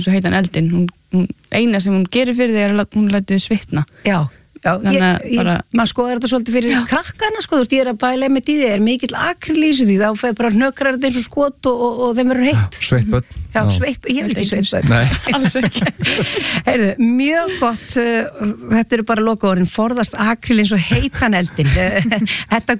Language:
Icelandic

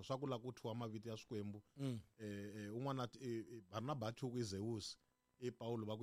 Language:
Tsonga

